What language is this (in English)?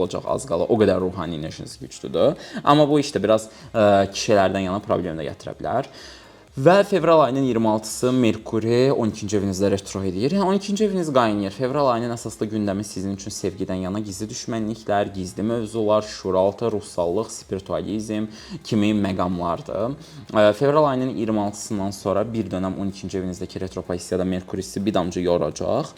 Azerbaijani